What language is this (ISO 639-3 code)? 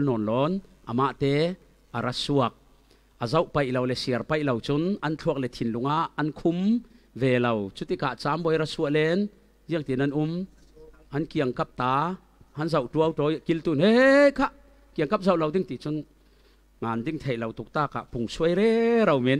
cfm